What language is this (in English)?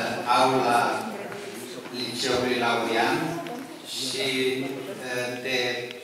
Romanian